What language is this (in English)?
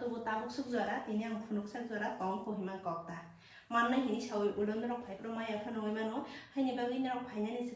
Kok Borok